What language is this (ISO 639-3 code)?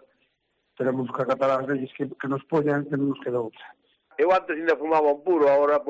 glg